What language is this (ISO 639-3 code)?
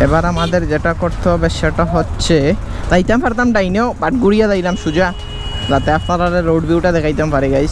syl